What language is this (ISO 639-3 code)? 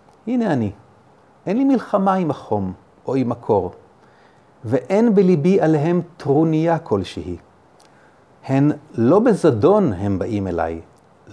heb